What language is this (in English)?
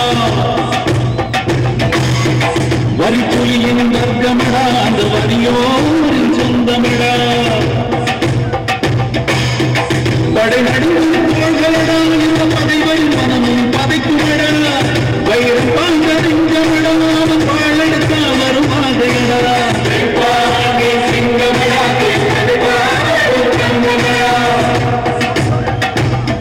Tamil